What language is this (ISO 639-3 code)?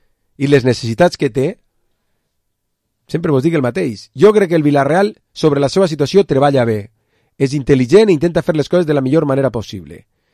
cat